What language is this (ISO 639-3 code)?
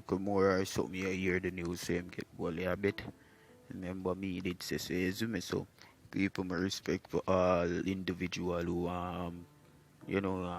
jam